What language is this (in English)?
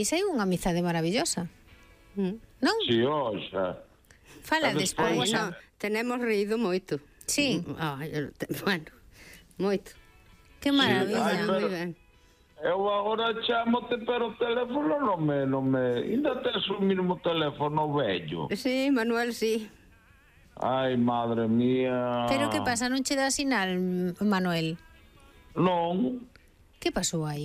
Galician